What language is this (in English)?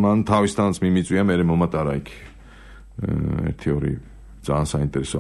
Georgian